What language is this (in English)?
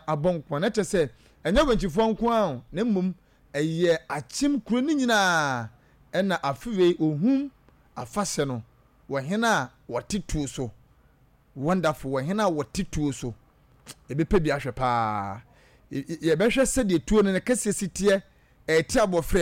Akan